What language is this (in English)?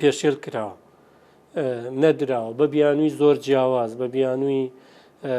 Central Kurdish